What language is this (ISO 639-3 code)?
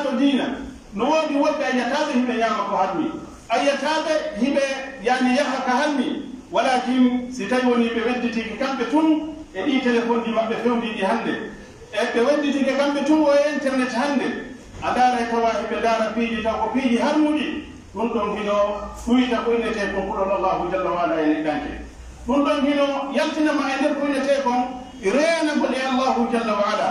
fuf